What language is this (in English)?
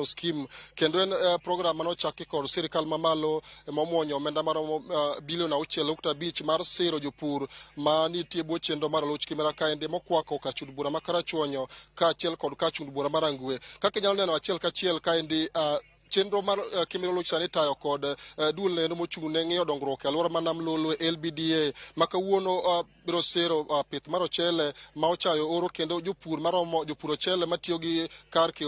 Luo (Kenya and Tanzania)